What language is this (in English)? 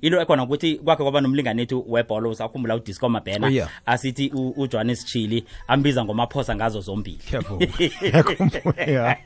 South Ndebele